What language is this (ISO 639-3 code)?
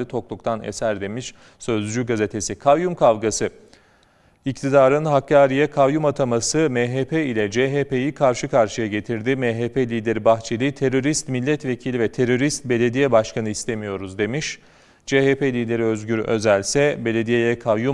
tur